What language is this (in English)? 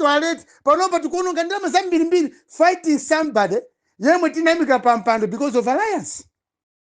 Nyanja